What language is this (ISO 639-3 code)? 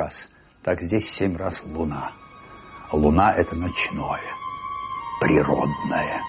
rus